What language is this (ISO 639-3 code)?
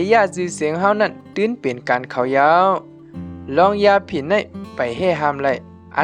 shn